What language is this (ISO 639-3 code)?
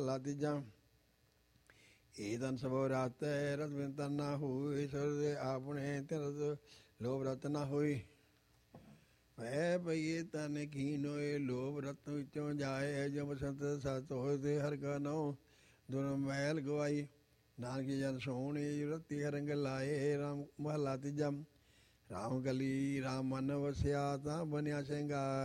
pan